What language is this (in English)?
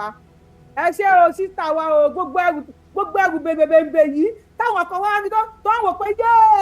Yoruba